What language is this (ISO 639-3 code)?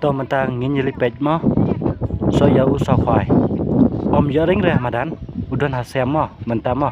kha